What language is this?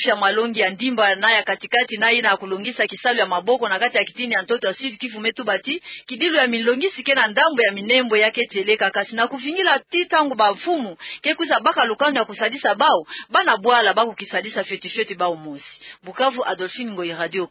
Kituba (Democratic Republic of Congo)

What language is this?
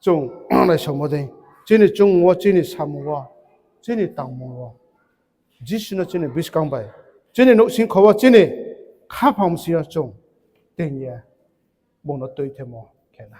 Riang (India)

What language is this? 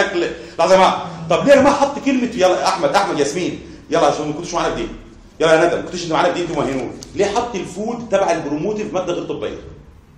Egyptian Arabic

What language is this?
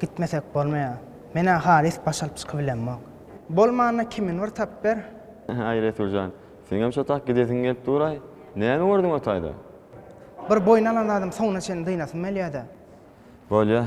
Turkmen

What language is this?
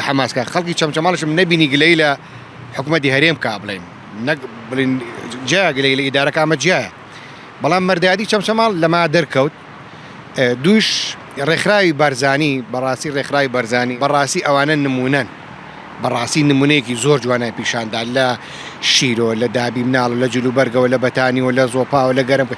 Central Kurdish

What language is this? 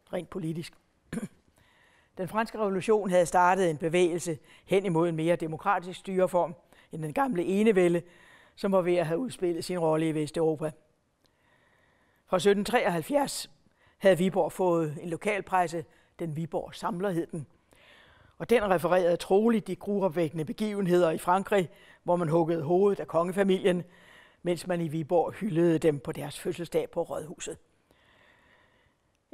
Danish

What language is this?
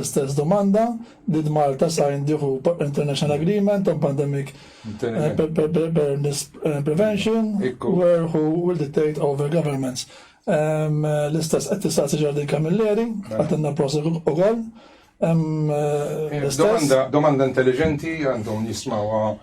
Maltese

